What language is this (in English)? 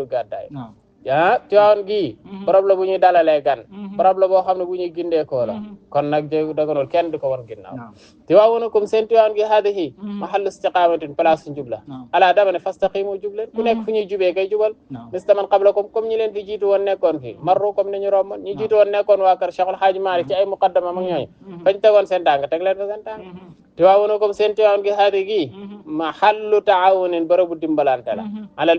Wolof